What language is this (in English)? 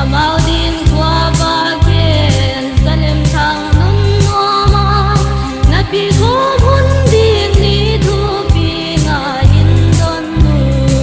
Paite Chin